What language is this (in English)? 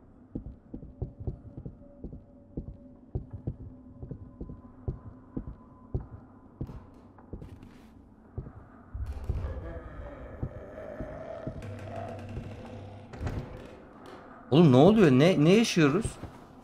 Turkish